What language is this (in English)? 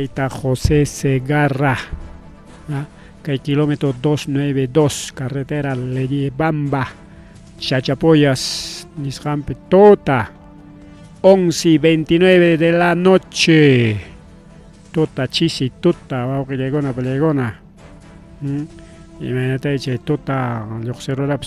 Ayacucho Quechua